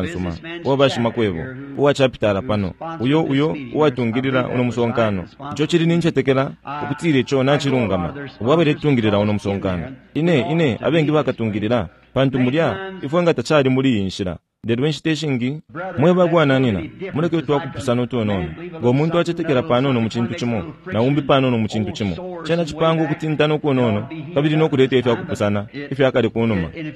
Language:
Bemba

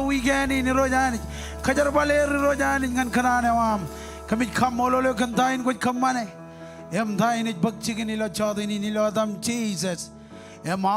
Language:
Marshallese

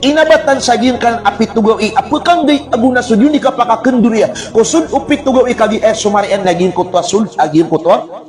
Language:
Maranao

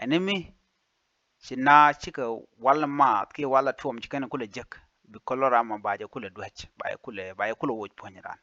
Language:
Nuer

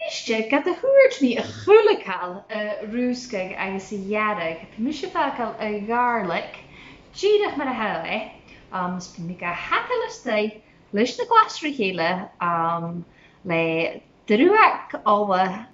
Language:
Scottish Gaelic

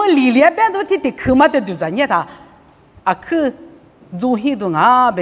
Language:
Lisu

